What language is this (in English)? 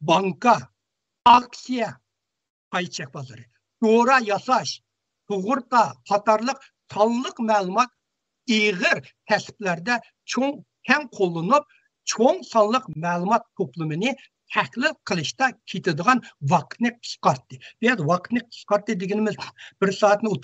Uyghur